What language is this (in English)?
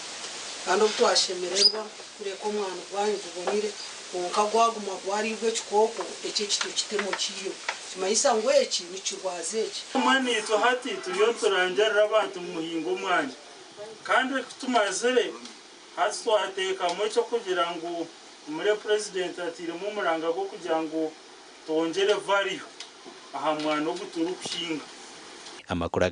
Nyankole